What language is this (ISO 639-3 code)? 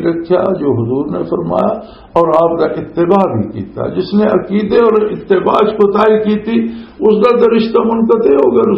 lah